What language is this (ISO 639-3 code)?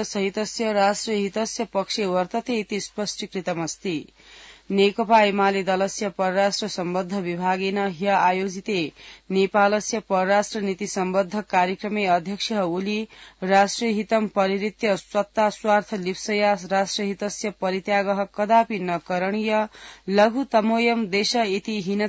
san